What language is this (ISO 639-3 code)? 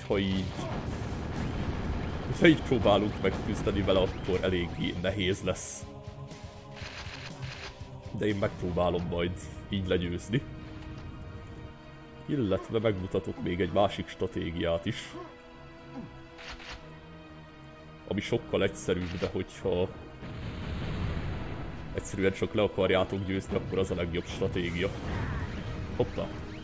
hun